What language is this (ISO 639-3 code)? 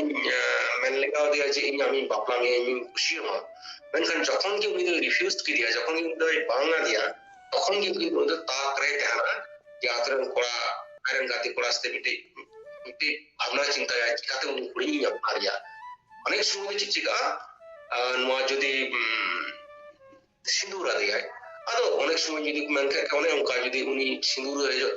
sat